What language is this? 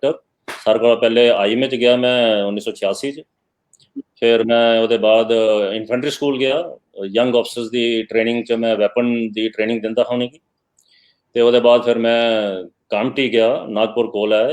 Dogri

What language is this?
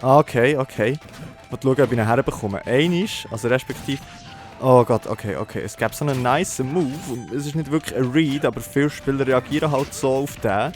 Swiss German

